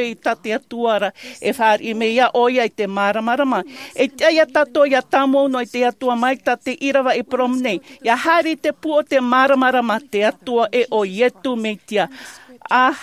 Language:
Tahitian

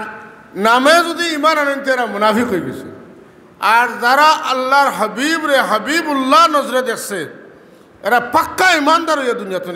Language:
Sylheti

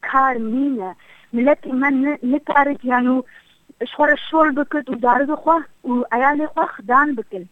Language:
Kurdish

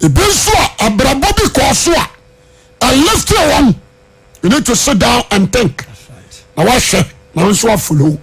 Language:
Akan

